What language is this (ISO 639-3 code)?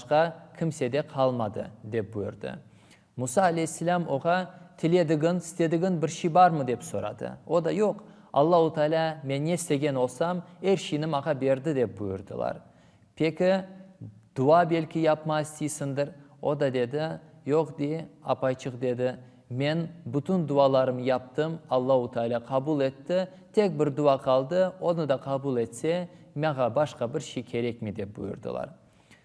crh